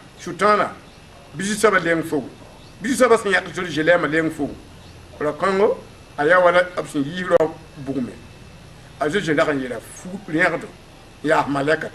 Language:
Mossi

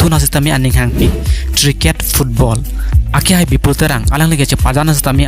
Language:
Karbi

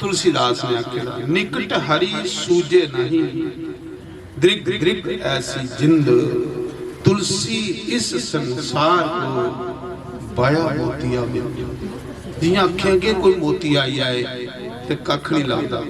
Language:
Dogri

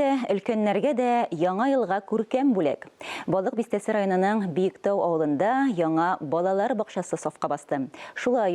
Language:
Tatar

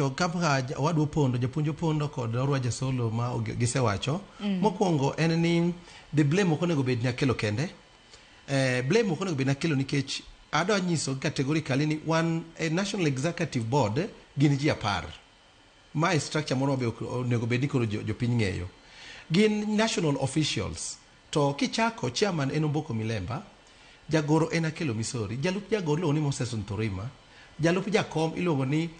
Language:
Luo (Kenya and Tanzania)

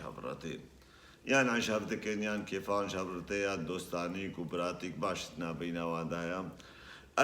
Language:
Kurdish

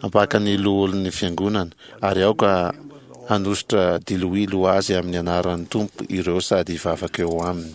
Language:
Malagasy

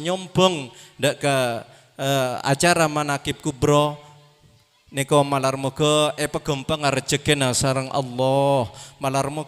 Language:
Madurese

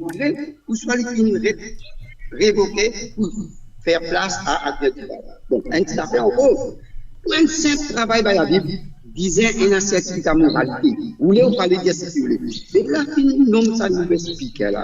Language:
Morisyen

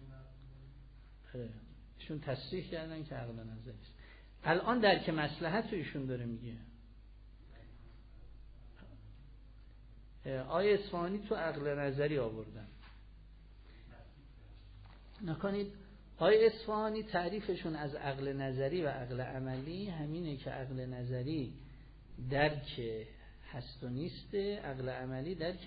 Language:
Persian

